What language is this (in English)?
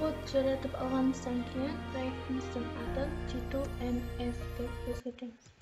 Kara-Kalpak